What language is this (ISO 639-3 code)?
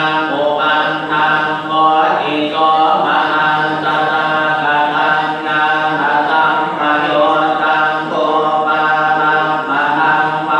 pli